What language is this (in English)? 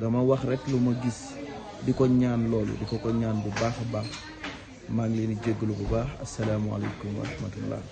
Wolof